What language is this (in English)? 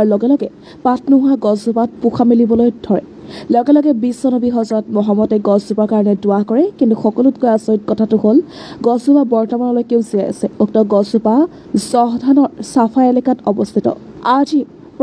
Assamese